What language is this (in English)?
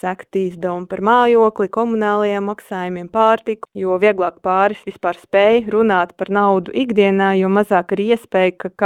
Latvian